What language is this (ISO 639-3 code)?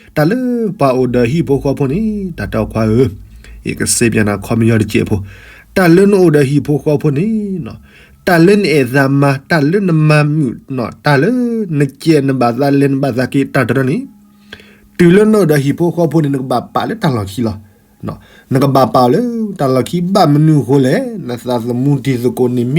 ksw